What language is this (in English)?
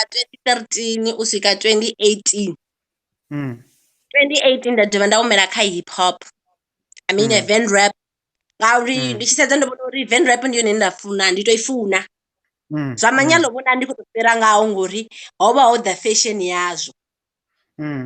Venda